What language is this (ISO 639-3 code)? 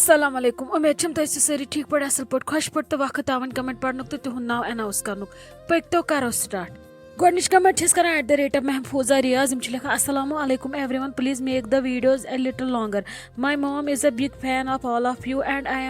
kas